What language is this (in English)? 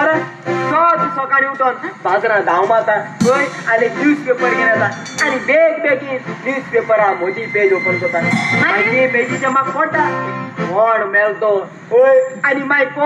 Konkani